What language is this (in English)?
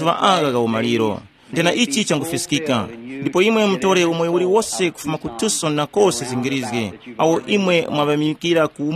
Tumbuka